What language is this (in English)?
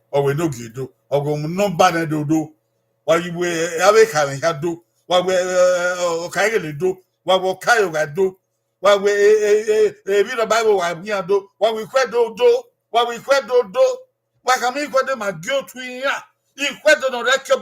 Bini